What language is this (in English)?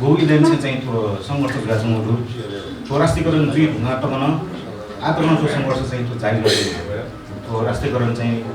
Newari